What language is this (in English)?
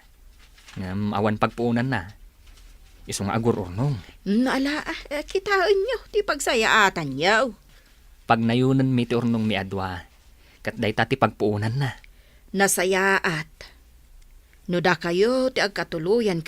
Iloko